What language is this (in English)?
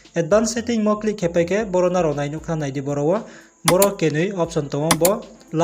Riang (India)